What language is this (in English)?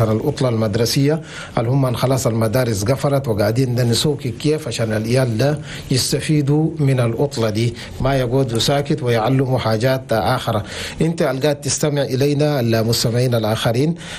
Chadian Arabic